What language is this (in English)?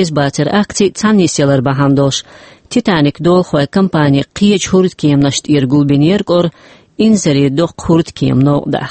Chechen